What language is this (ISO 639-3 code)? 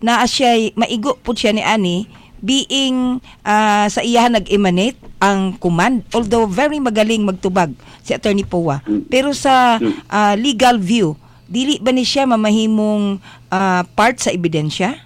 ceb